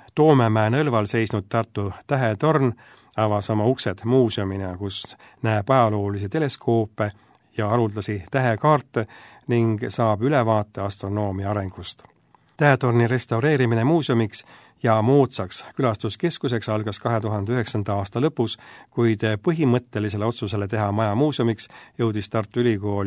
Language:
Estonian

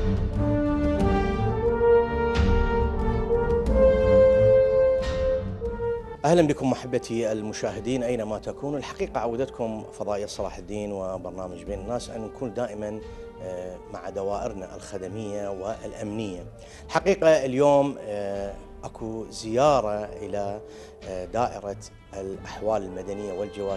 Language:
Mesopotamian Arabic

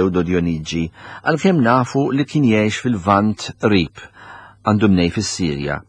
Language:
Maltese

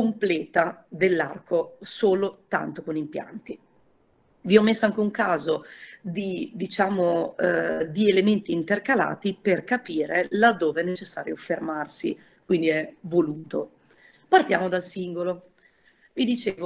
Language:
Italian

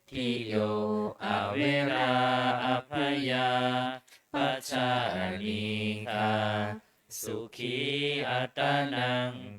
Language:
Pali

